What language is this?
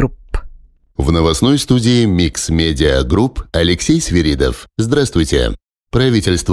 Russian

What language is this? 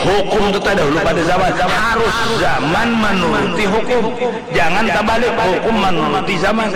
Banjar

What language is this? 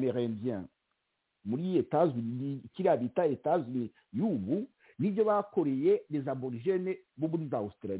Kinyarwanda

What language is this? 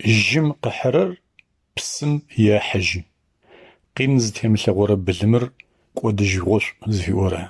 Adyghe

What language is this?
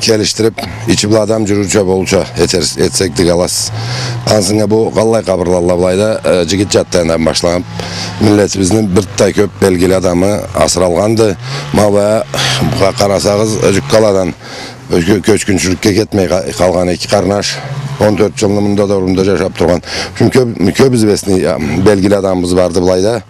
Karachay-Balkar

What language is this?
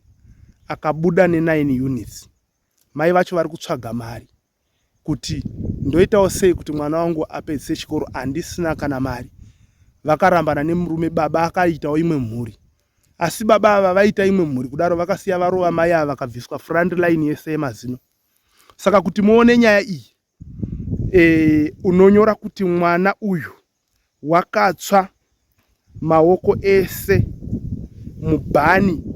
Shona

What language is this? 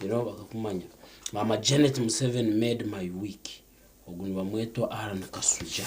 Nyankole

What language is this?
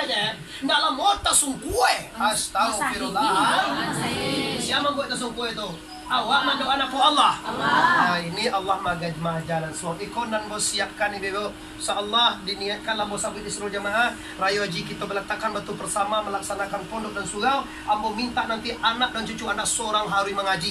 Minangkabau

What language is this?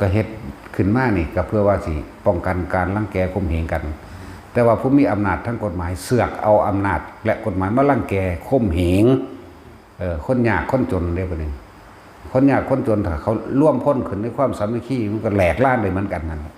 Northeastern Thai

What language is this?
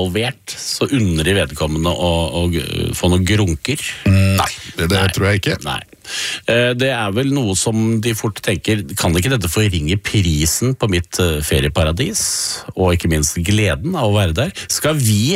Norwegian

